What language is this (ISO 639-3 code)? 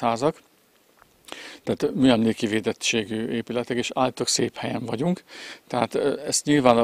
hun